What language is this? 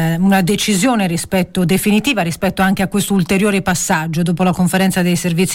Italian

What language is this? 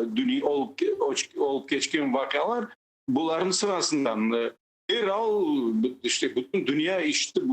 Crimean Tatar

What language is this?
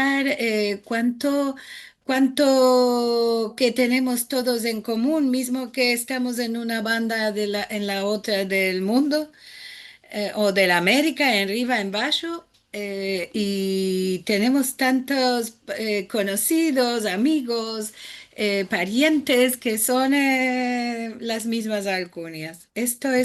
Ladino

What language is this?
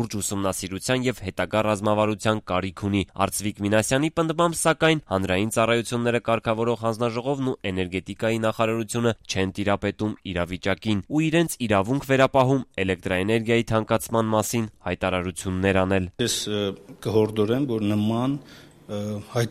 Armenian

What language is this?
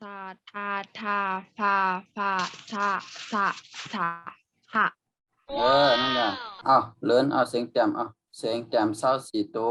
Shan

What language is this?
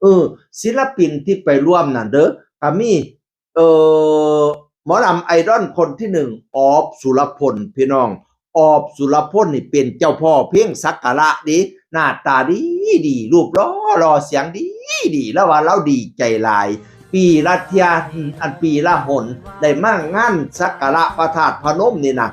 Northeastern Thai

